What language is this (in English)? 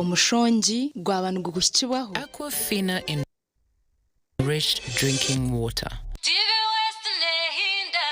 Nyankole